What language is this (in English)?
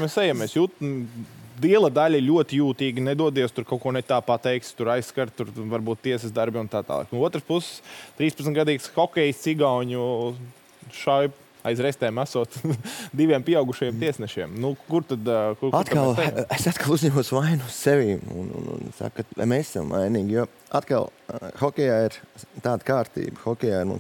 Latvian